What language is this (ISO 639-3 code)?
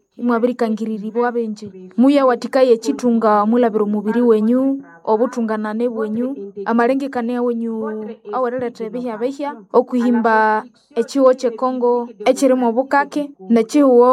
nnb